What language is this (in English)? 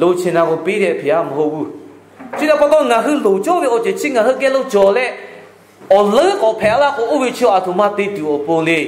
Lahu